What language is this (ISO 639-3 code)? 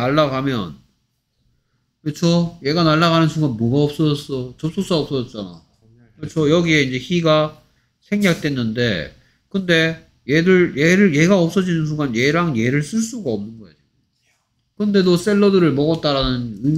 kor